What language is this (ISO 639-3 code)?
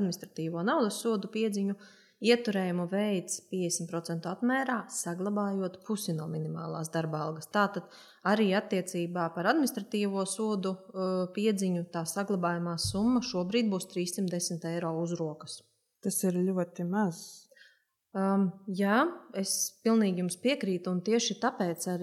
lav